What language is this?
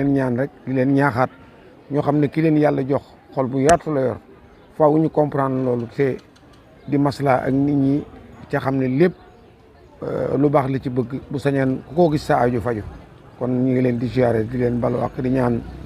Wolof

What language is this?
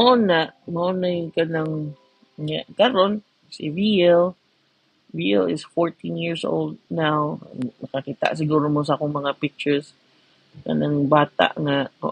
Cebuano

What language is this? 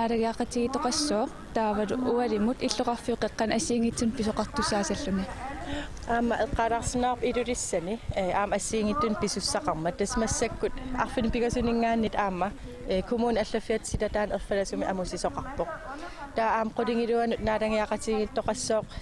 Kalaallisut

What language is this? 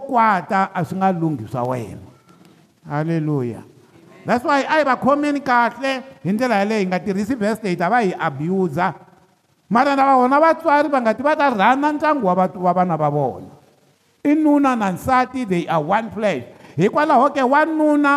Tsonga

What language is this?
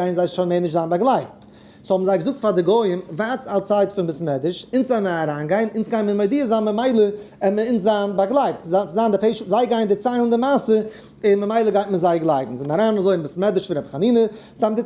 Yiddish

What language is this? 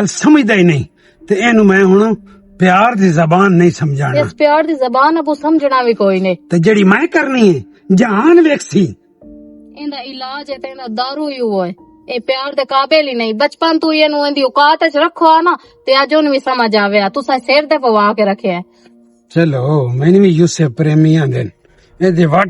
Western Panjabi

